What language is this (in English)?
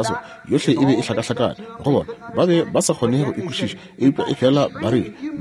Northern Sotho